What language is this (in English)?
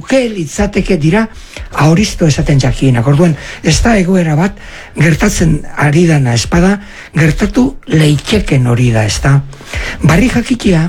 Basque